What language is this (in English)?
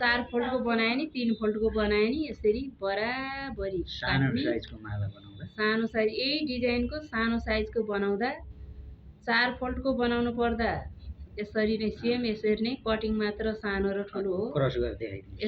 Nepali